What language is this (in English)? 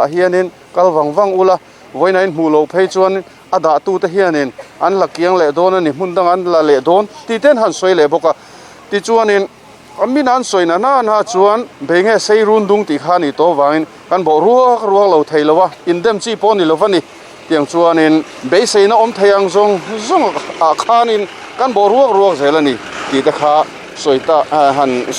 Mizo